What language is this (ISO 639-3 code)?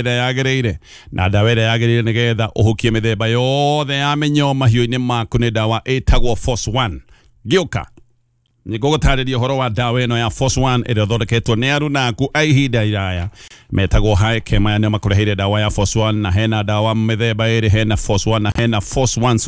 kik